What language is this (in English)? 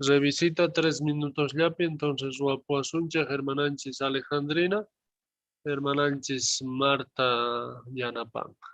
South Bolivian Quechua